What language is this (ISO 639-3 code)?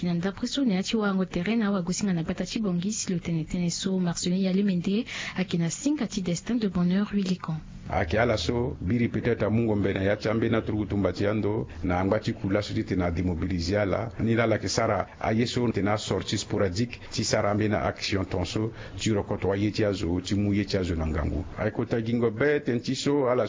sag